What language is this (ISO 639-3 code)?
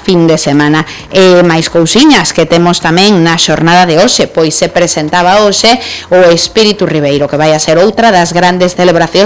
glg